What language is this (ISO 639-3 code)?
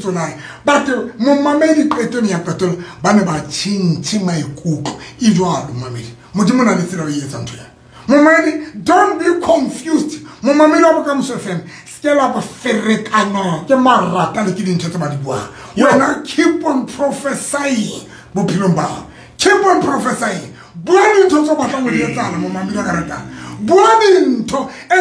sot